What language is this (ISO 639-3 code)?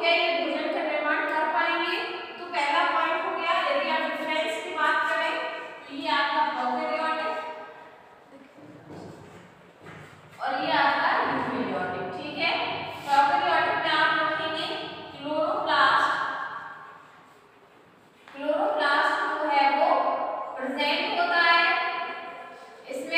hin